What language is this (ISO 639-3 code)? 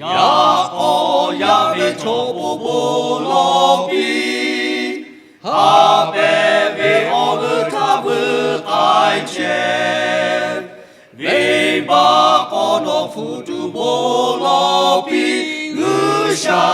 lhu